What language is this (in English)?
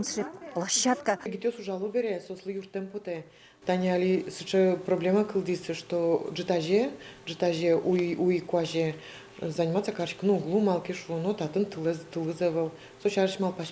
Udmurt